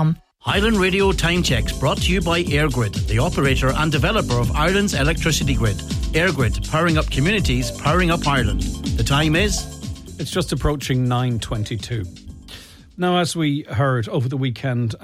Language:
English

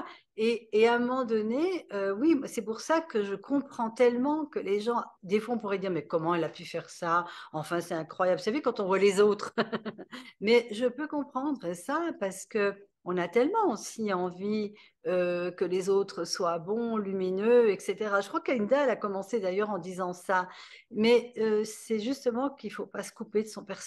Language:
French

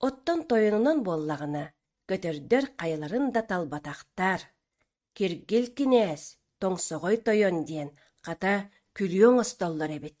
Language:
Yakut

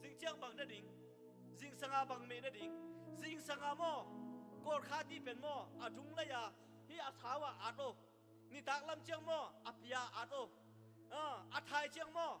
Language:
Tedim Chin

